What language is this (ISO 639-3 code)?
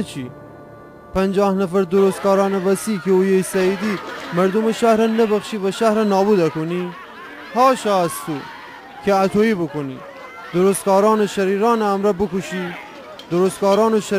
glk